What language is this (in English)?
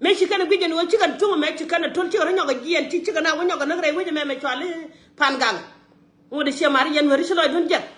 Nuer